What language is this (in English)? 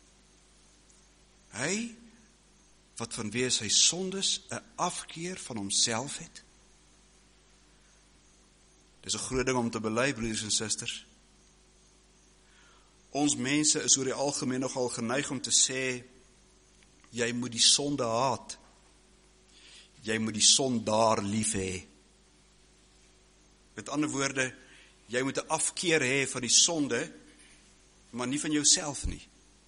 Afrikaans